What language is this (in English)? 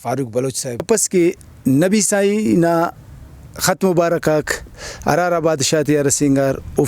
Brahui